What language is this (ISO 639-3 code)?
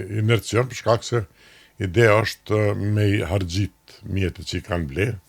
sqi